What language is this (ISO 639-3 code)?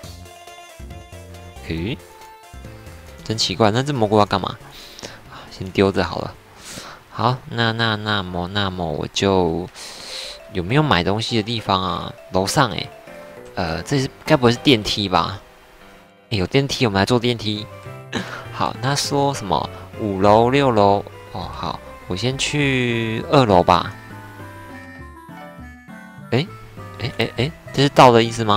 zho